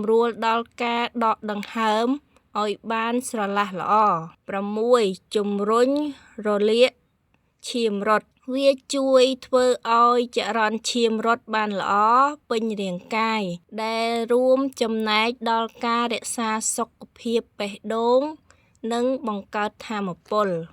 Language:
Khmer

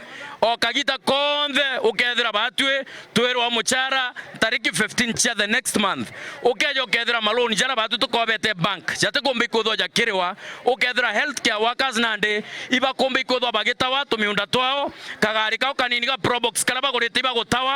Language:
Meru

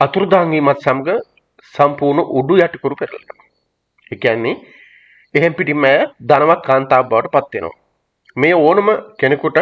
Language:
Sinhala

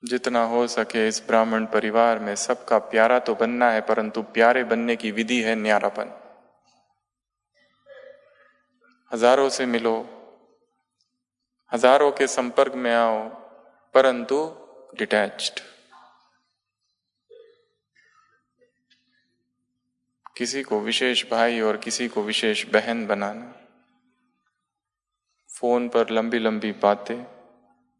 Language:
Hindi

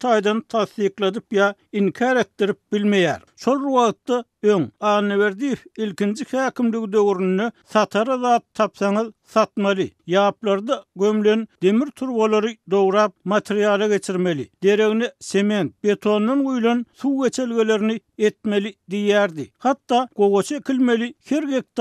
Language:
Turkmen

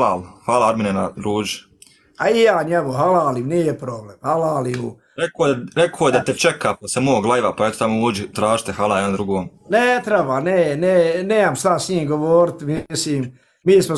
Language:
Bosnian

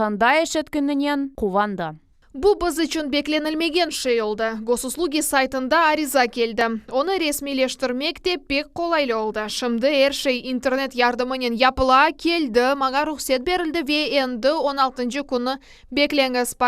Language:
Crimean Tatar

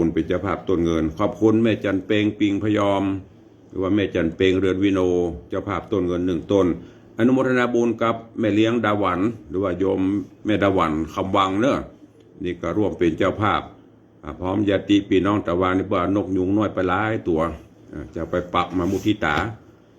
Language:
Northern Thai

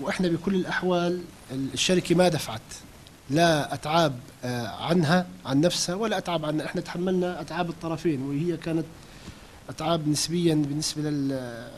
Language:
North Levantine Arabic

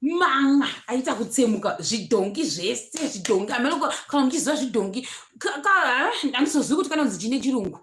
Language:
Shona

